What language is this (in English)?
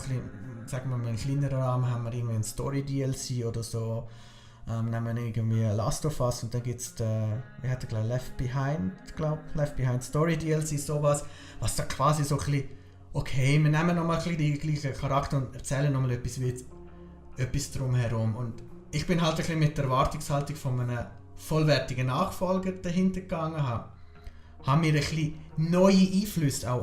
Swiss German